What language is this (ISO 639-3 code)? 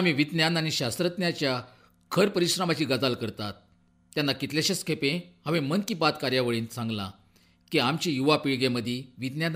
kok